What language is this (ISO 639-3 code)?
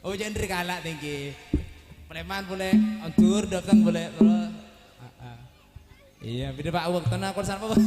mad